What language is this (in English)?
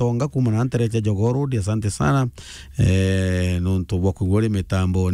Meru